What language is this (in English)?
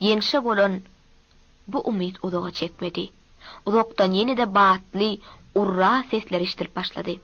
Turkmen